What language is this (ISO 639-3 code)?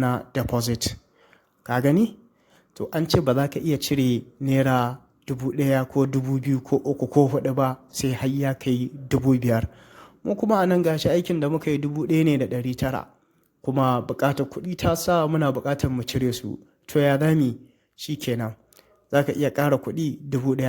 hau